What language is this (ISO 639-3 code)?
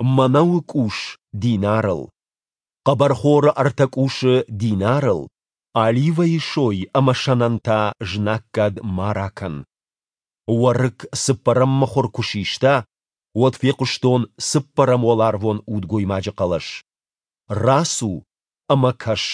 oss